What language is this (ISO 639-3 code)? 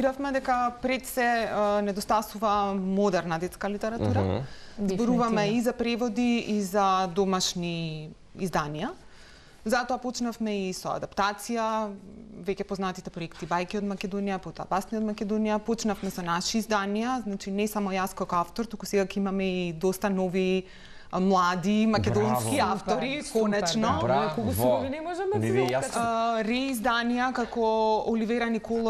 mkd